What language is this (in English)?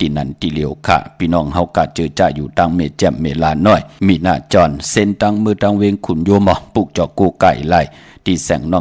Shan